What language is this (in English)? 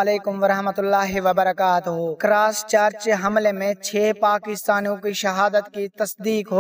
Urdu